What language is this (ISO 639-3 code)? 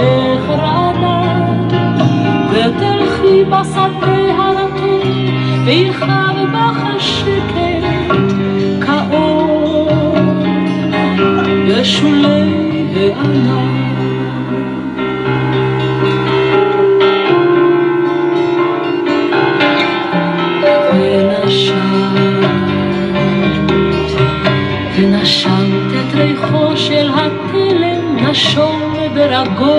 heb